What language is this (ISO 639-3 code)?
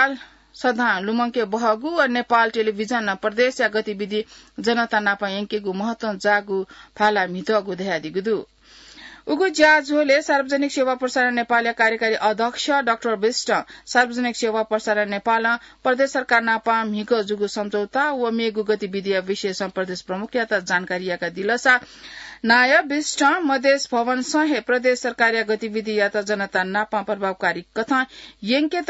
new